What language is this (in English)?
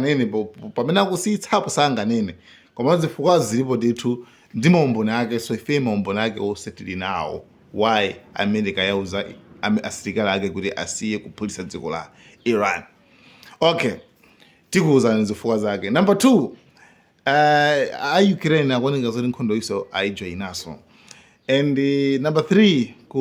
Nyanja